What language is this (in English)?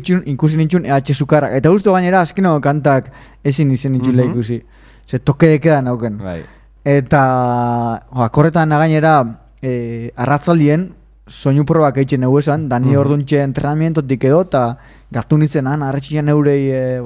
Basque